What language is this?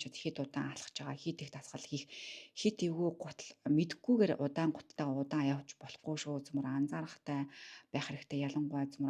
Mongolian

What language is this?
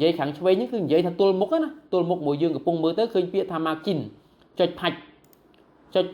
Khmer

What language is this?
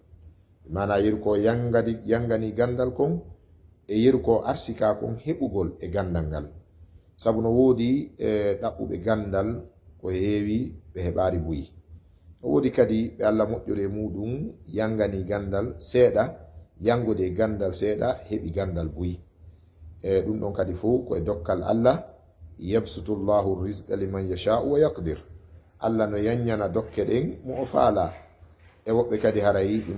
Fula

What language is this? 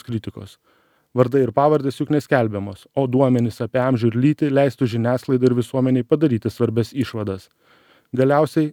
Lithuanian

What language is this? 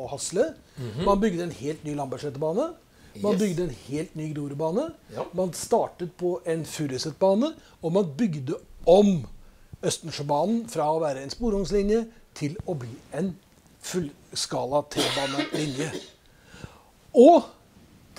Norwegian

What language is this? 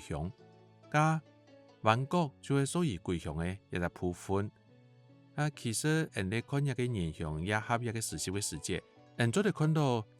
Hakka Chinese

